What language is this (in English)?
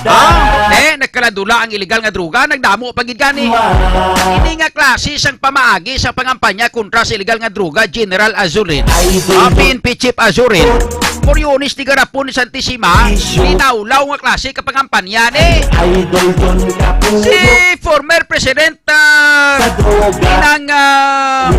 Hiligaynon